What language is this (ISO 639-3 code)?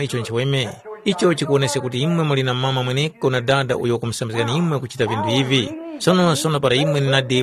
tum